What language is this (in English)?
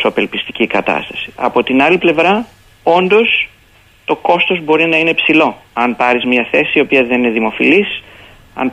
Greek